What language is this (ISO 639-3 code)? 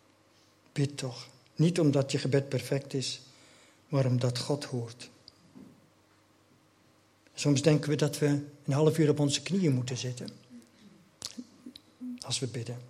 nld